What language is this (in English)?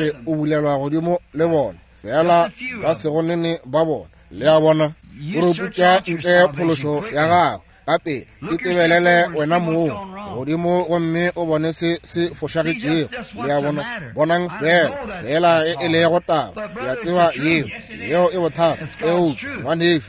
Northern Sotho